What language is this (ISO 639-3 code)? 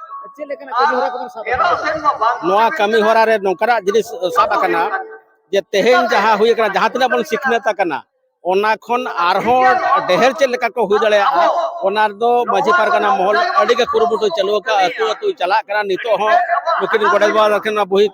sat